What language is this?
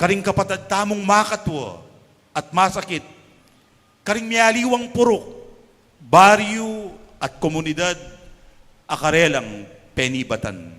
Pampanga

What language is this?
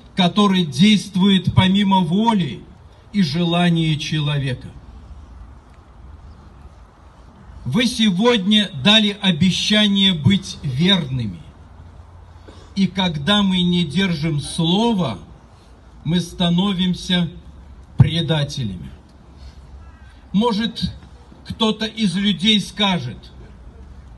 Russian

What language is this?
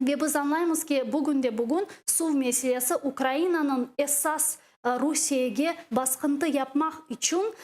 Crimean Tatar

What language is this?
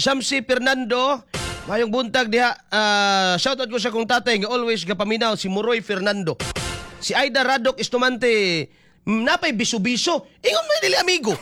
Cebuano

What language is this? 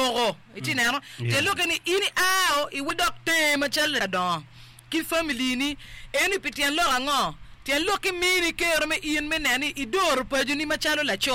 Acoli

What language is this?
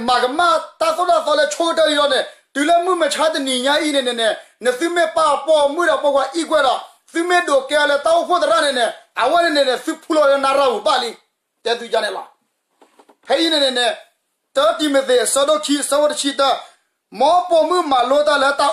S'gaw Karen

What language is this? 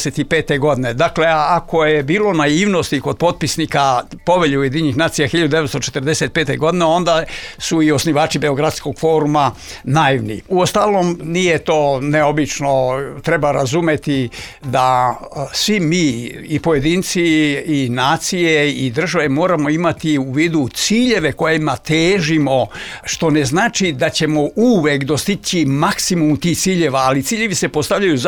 Serbian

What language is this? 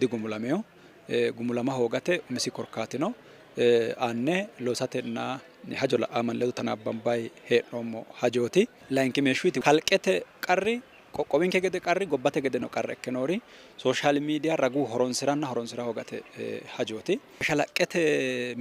Sidamo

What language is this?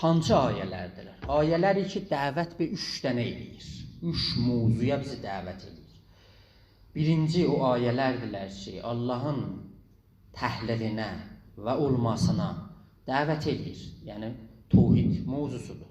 South Azerbaijani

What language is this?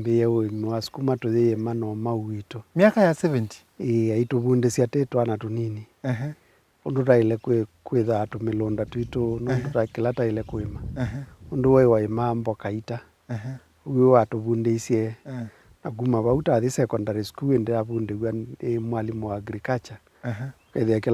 Kamba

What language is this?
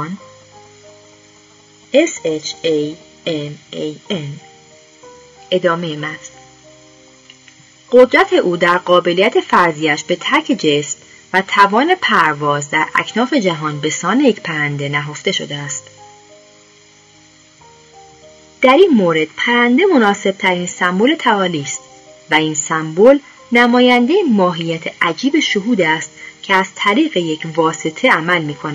Persian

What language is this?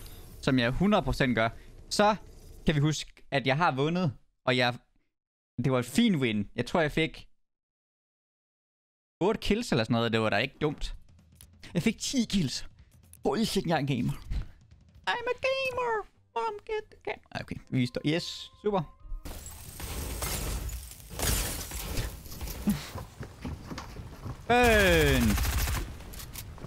Danish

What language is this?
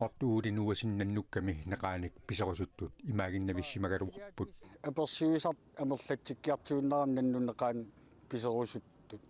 Kalaallisut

